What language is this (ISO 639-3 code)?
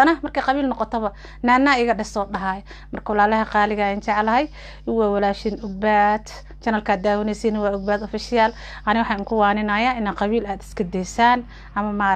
som